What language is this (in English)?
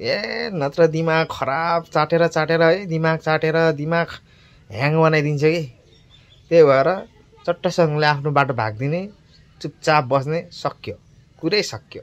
Nepali